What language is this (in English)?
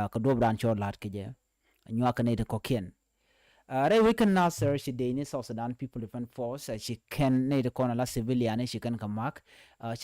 Nuer